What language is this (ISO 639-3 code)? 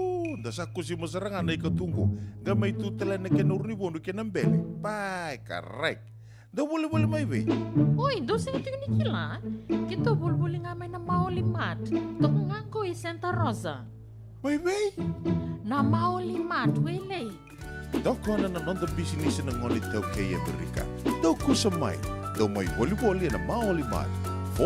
fij